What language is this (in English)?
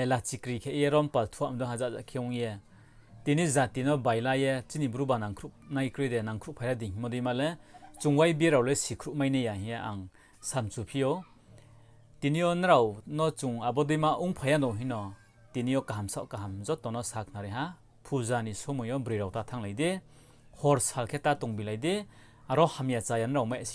Riang (India)